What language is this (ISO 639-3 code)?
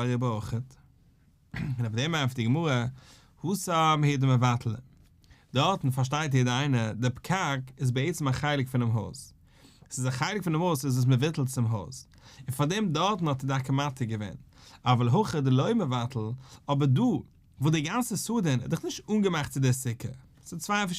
yid